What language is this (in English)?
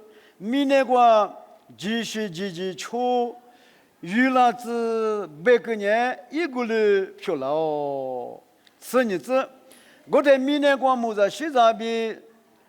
Lisu